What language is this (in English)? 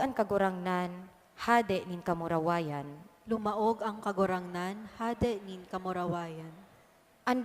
Bikol